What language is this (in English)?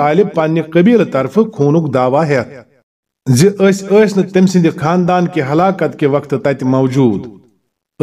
Kashmiri